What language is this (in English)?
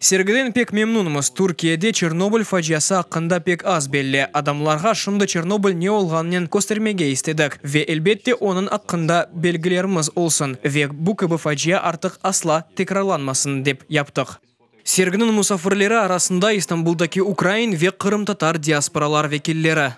Crimean Tatar